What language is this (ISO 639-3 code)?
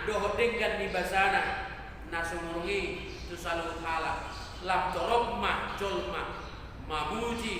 bbc